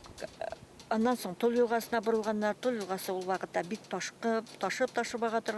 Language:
Bashkir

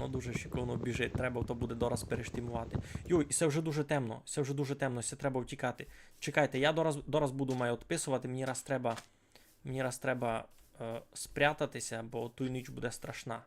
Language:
Rusyn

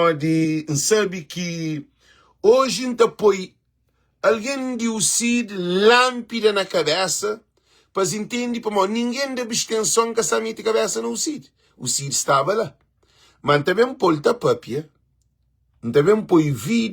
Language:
Kabuverdianu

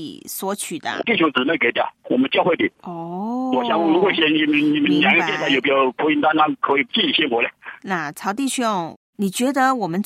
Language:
Chinese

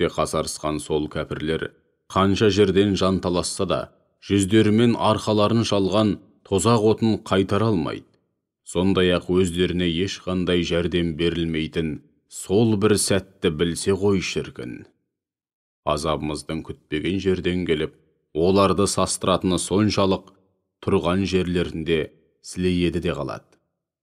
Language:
Kazakh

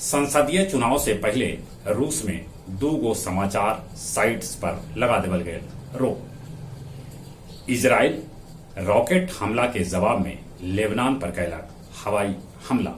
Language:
Magahi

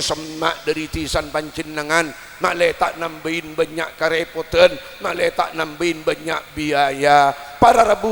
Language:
Madurese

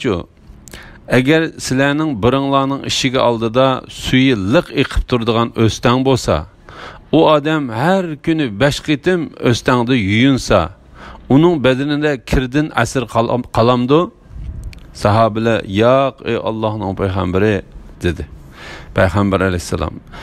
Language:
Uyghur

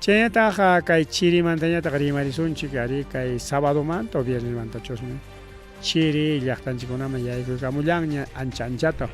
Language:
Ayacucho Quechua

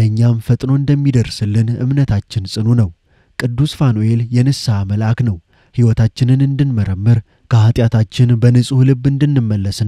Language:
Amharic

